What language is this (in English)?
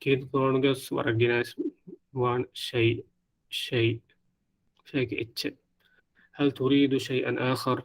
Divehi